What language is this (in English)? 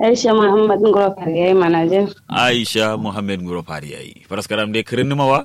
Kanuri